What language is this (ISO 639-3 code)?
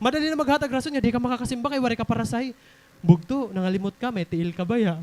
war